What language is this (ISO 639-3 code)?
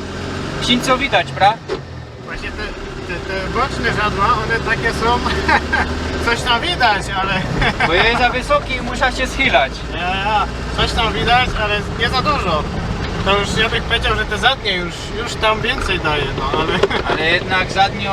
szl